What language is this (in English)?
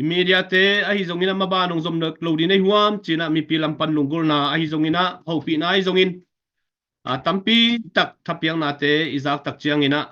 Tedim Chin